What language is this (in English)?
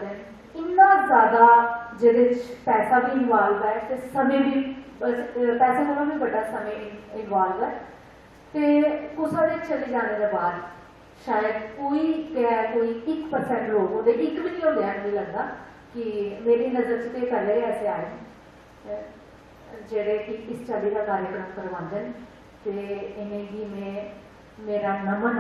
Dogri